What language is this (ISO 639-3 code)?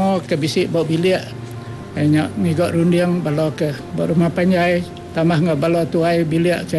iba